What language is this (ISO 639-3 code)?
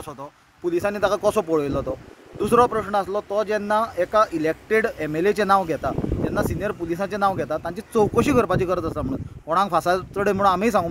kok